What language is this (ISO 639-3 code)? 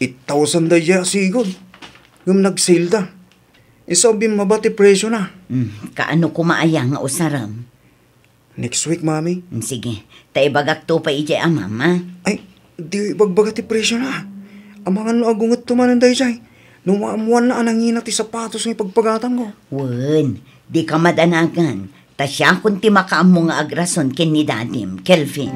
ilo